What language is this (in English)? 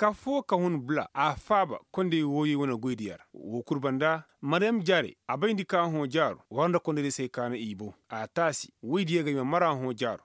Koyraboro Senni